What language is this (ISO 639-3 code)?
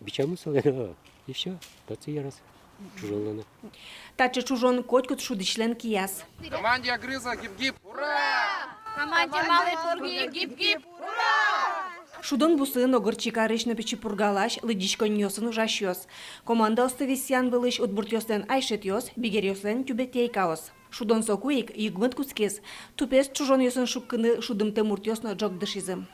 udm